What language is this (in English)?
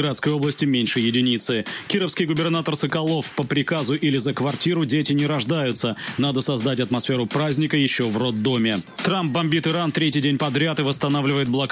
Russian